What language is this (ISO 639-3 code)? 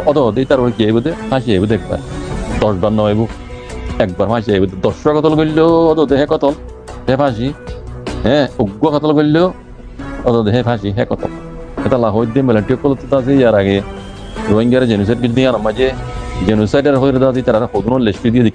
rhg